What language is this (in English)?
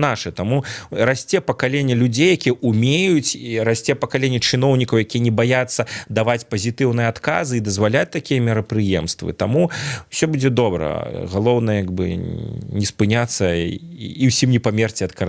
Belarusian